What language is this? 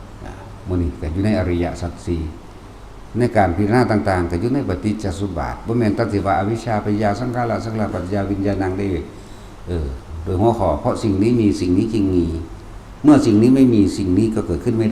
Northeastern Thai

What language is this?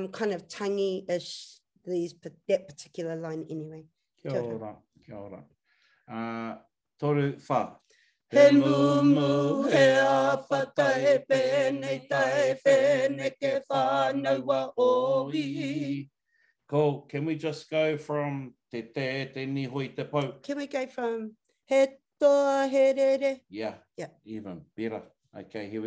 Māori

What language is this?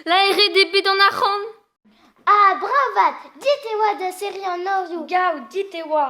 Breton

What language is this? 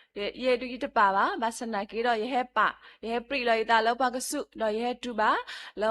S'gaw Karen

